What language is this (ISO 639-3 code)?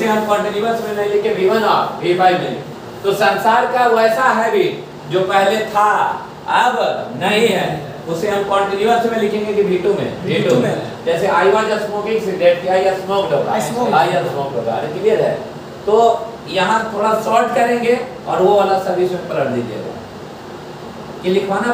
hin